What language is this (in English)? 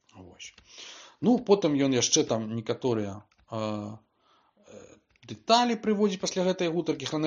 Belarusian